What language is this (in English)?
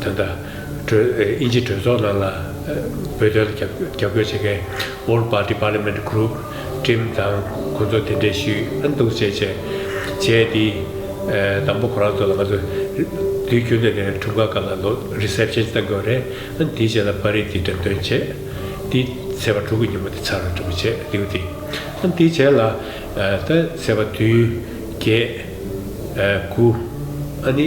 Tibetan